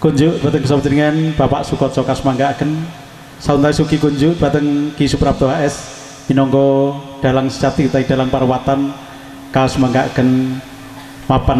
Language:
Javanese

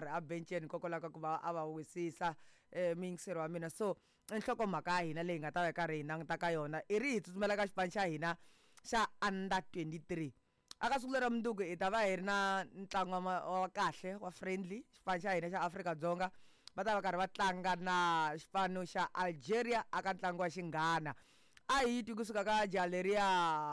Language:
Tsonga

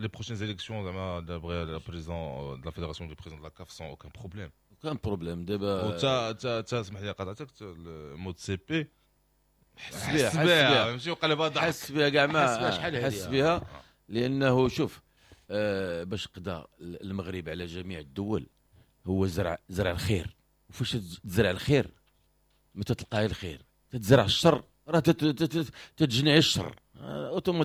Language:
Moroccan Arabic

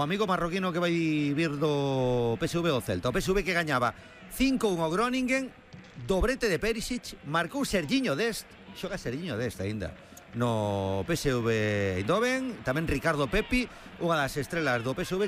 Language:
Galician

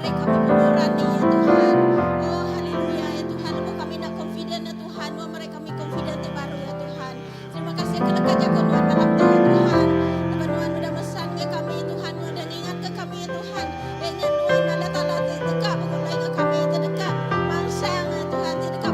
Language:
Iban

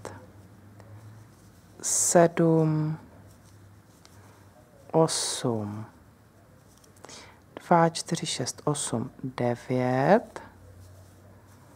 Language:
Czech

